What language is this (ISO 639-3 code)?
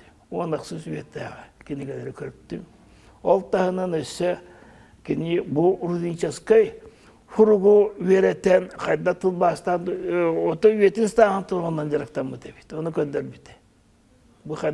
sah